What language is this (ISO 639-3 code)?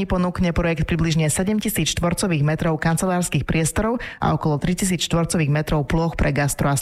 slk